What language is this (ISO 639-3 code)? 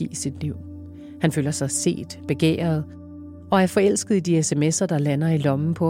dan